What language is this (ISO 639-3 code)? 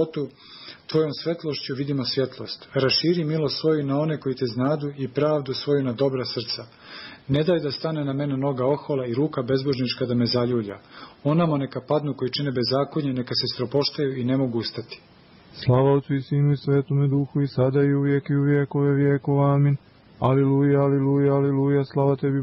srp